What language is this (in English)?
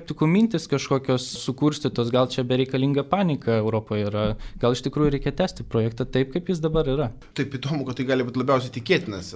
Lithuanian